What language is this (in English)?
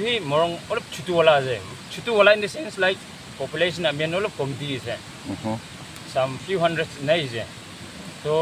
Naga Pidgin